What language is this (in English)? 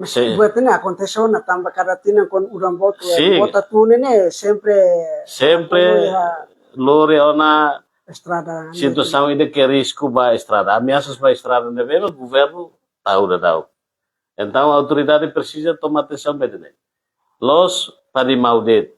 Tetum